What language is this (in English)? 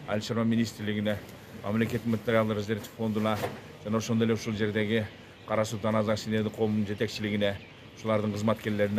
Kyrgyz